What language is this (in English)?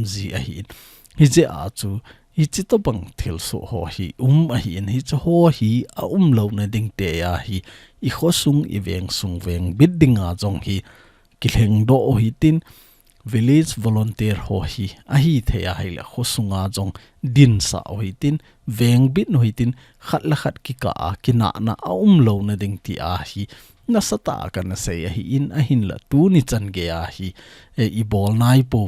Thado Chin